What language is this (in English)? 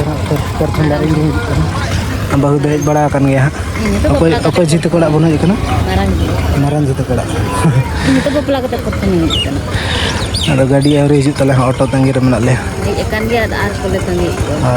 Santali